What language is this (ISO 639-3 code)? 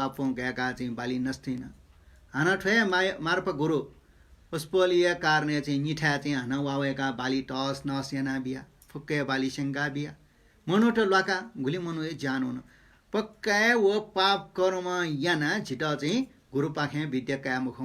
new